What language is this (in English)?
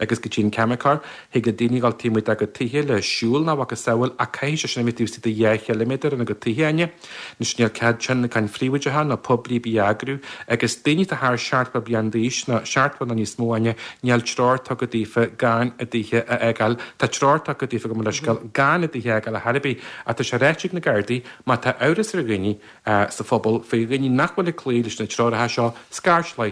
Irish